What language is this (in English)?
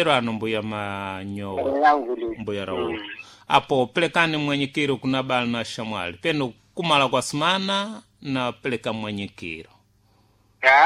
Sena